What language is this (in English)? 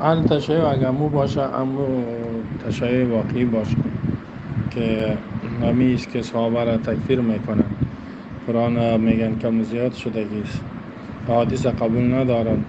Tajik